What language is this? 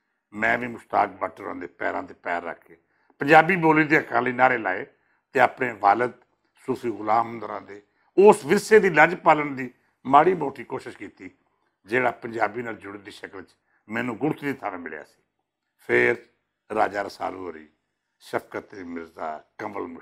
Western Panjabi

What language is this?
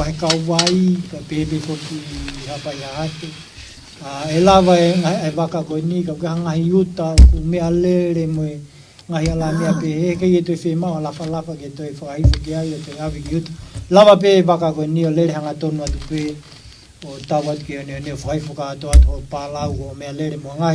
Tongan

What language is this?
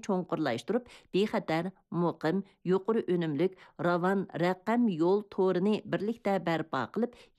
Uyghur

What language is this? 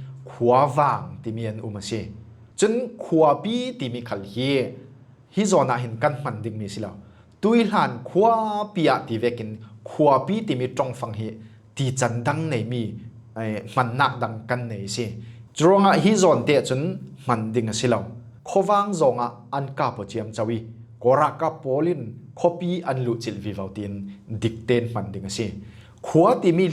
Falam Chin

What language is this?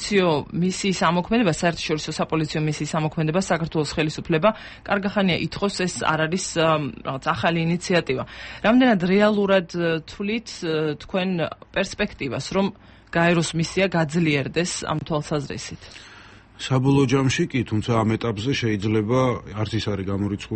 Georgian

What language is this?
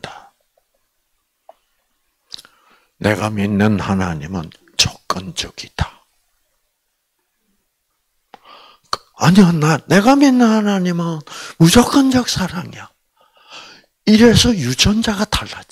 Korean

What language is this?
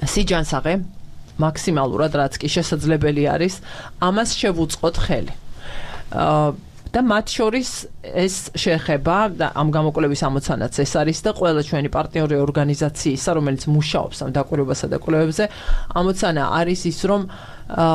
Georgian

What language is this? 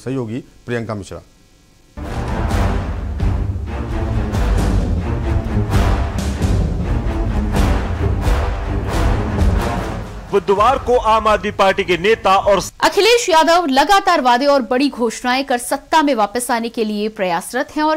Hindi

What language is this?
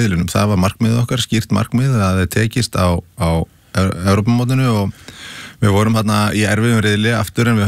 Icelandic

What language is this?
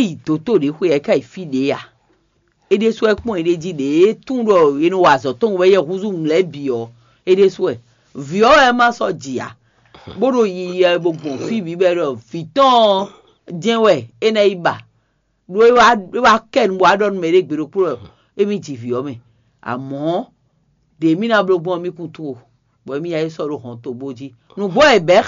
Fon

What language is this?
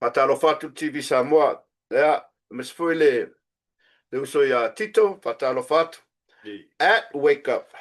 Samoan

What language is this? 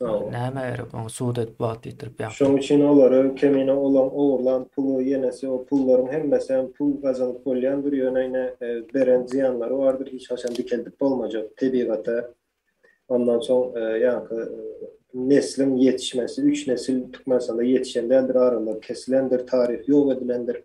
Turkmen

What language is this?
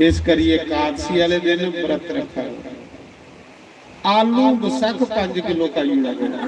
Dogri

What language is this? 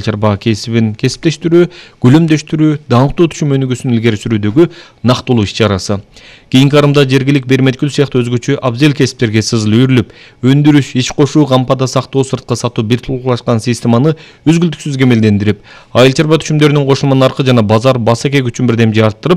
Kyrgyz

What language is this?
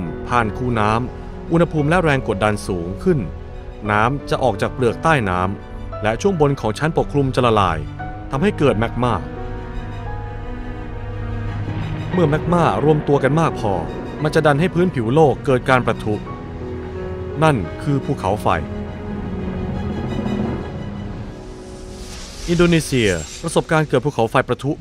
Thai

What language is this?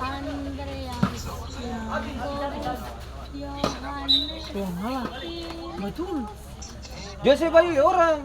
Ambonese Malay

